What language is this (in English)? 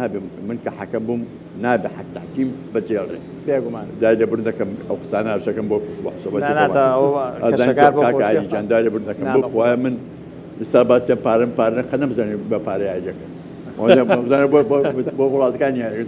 Central Kurdish